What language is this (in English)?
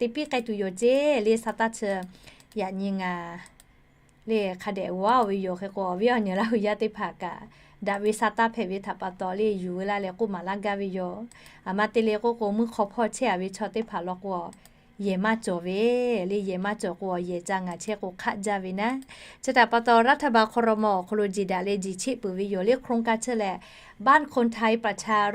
Lahu